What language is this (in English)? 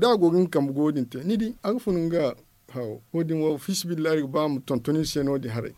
Zarma